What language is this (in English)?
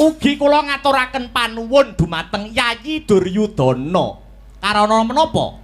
Javanese